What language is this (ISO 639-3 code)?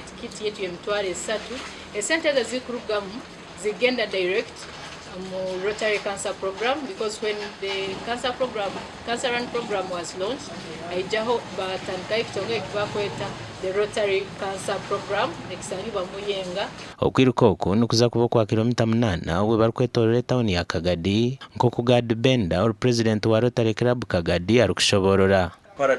nyn